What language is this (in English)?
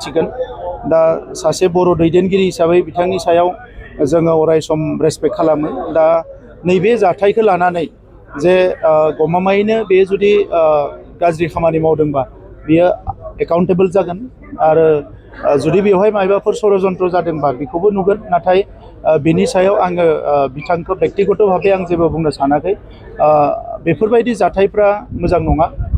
Bodo